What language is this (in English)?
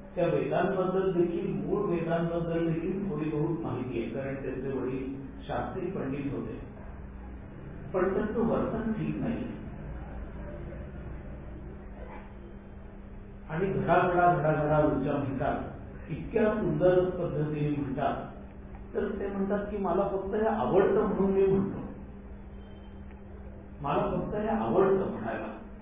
Marathi